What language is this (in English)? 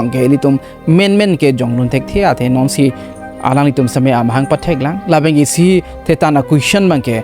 Karbi